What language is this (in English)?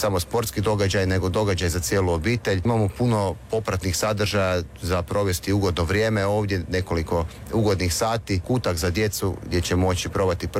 Croatian